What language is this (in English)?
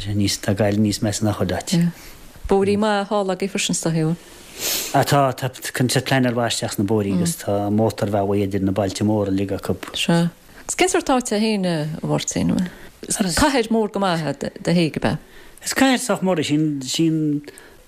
Irish